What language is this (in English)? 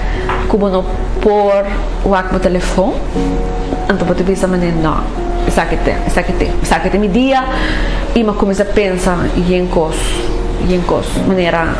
Papiamento